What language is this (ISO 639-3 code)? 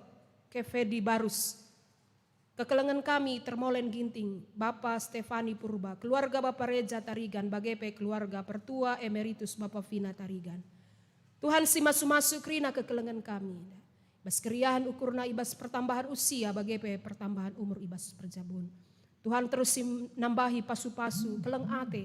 btx